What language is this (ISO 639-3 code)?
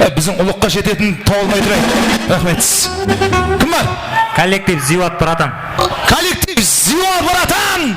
kaa